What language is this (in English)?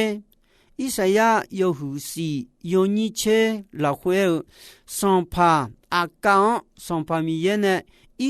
Akha